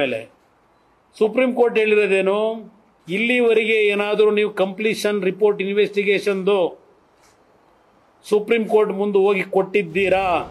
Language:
Kannada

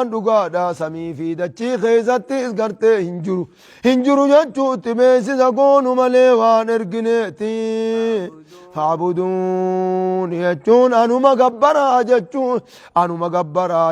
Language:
Oromo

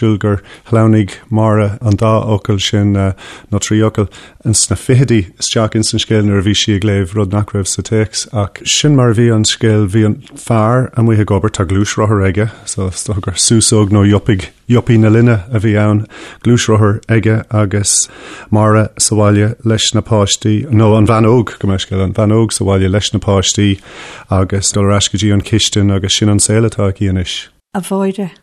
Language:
Irish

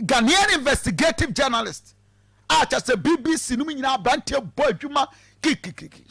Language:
Akan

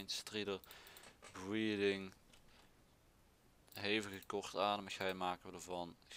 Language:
Dutch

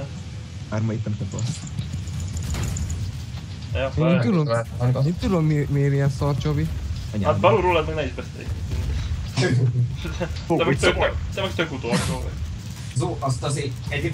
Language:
Hungarian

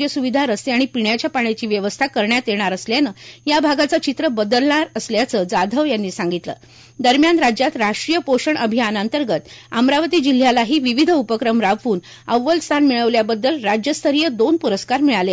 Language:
Marathi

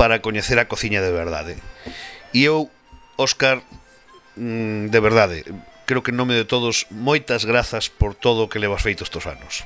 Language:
Galician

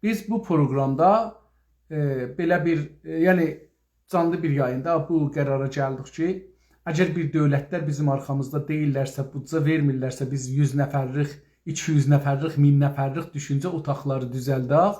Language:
South Azerbaijani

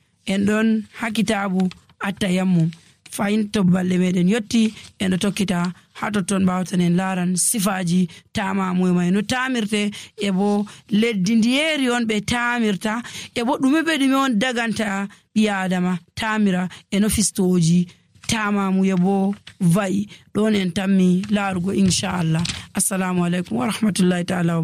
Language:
Nigerian Fulfulde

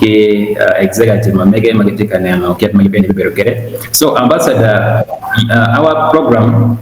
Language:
Acoli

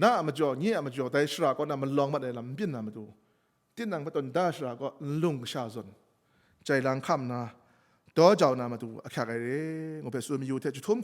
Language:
Kachin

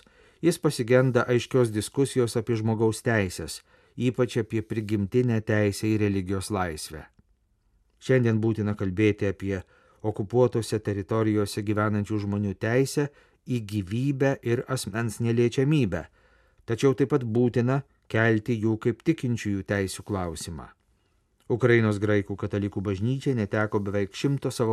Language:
Lithuanian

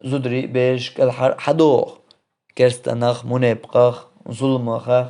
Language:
Chechen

